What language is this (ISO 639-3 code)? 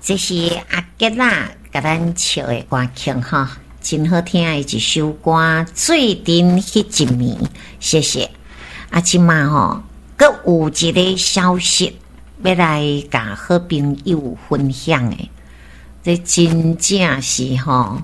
nan